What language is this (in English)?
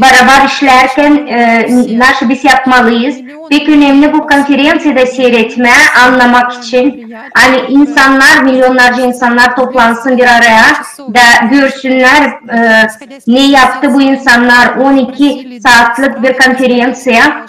Gagauz